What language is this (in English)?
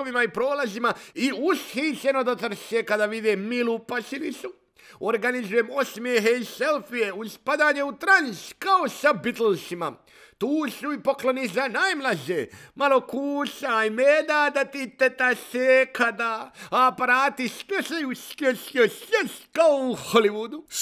Bosnian